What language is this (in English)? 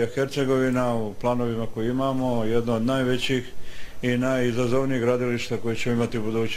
Bosnian